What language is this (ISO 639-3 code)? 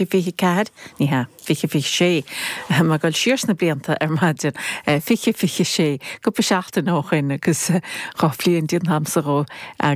gle